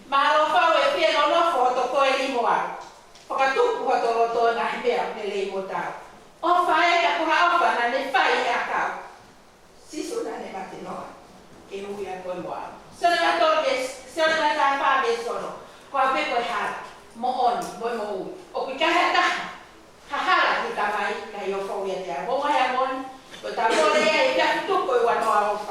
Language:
Tongan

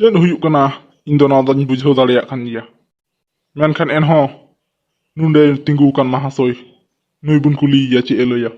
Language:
Santali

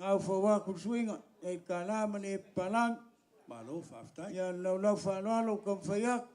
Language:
Samoan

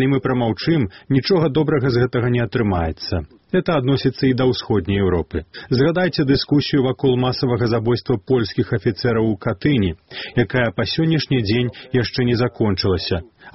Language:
Belarusian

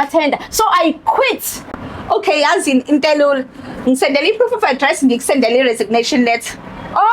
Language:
Zulu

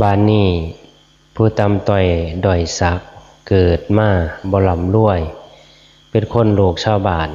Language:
Northeastern Thai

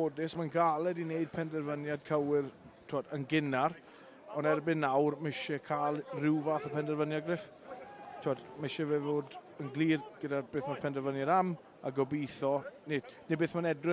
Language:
Welsh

